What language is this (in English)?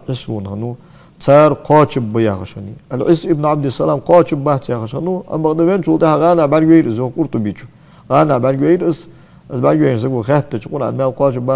Ingush